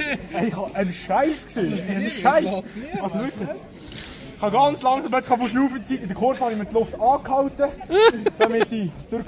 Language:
Swiss German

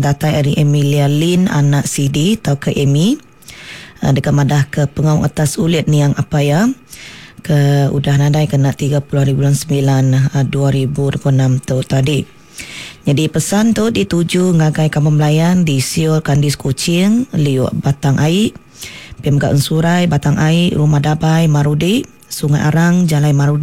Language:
Iban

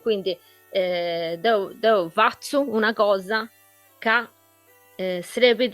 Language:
Sardinian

